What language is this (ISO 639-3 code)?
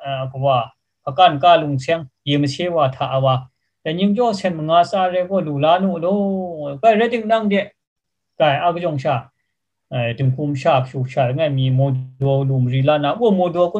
kac